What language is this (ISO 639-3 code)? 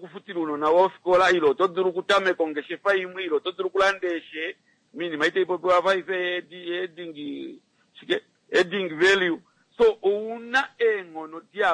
kua